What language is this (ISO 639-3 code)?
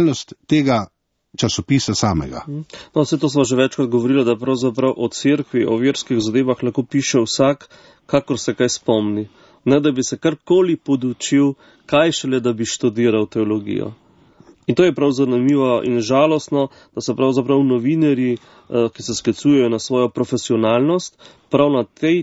slv